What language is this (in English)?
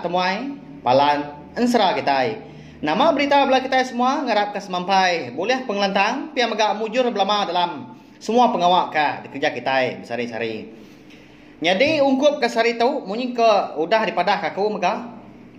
Iban